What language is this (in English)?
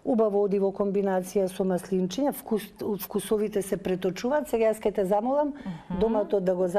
Macedonian